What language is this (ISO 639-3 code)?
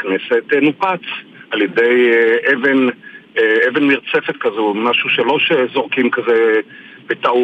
heb